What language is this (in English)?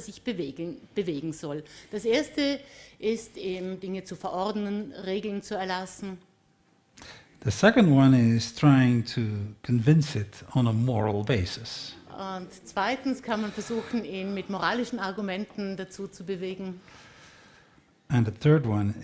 German